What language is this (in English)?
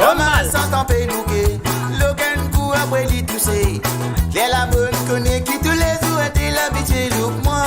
Morisyen